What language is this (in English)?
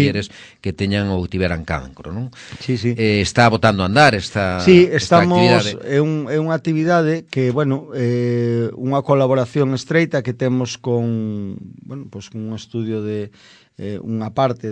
Galician